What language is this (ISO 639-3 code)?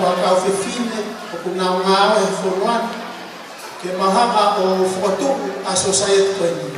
ton